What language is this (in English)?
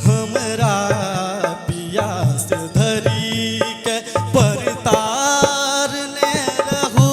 Maithili